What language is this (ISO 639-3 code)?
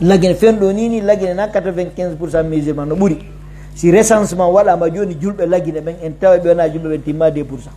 fuf